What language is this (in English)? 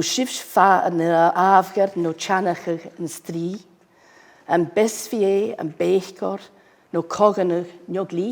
Scottish Gaelic